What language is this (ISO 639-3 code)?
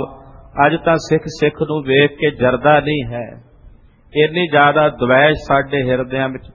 pan